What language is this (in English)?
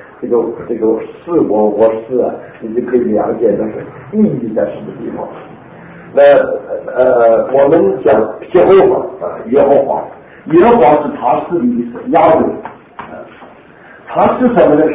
Chinese